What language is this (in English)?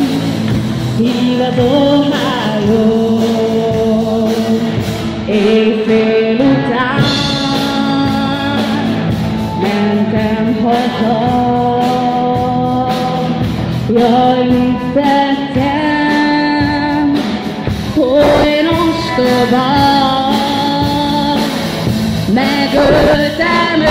Hungarian